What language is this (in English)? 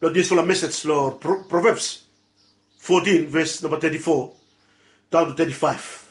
Bislama